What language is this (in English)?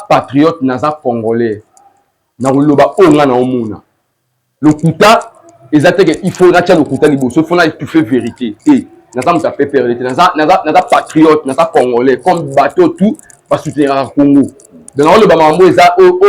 Lingala